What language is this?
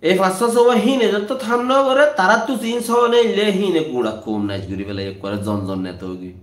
Rohingya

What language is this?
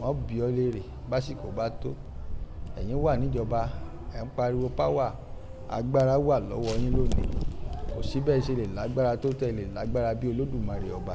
Yoruba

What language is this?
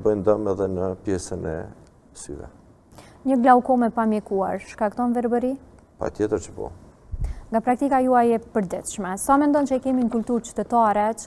Albanian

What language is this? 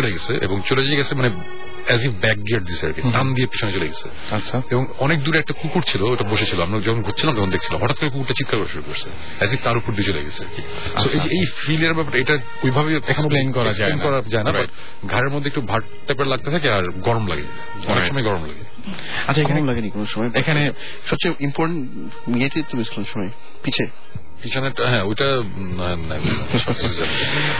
Bangla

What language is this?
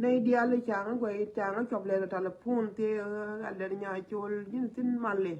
Nuer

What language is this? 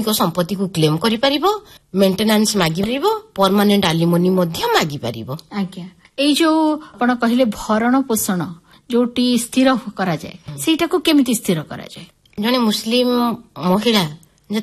Odia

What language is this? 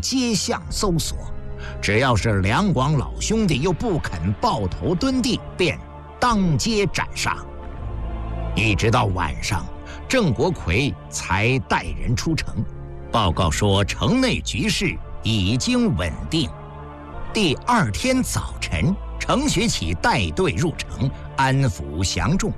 Chinese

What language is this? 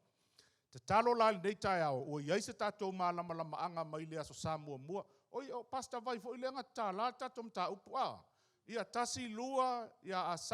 Samoan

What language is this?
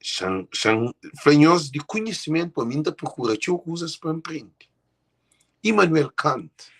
Kabuverdianu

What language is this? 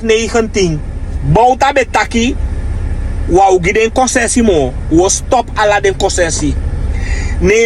Sranan Tongo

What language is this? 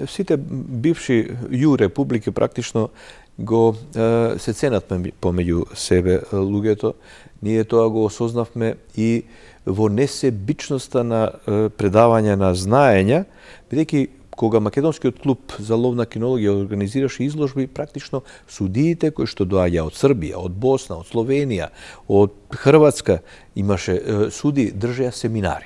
Macedonian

